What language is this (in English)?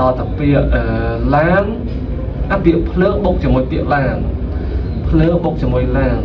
Khmer